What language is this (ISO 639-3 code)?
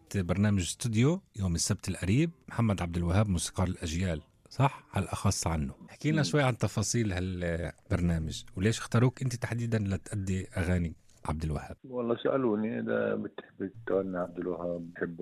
apc